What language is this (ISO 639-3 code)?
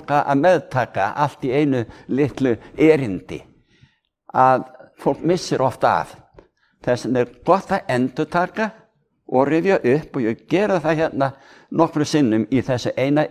isl